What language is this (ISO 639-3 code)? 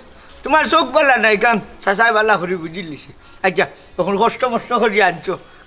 syl